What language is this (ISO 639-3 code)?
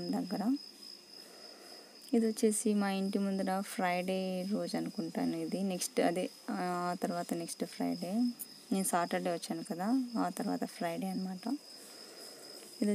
tel